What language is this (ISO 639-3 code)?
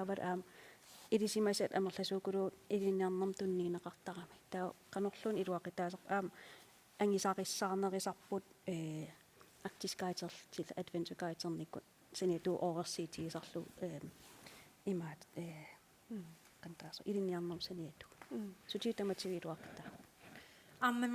kal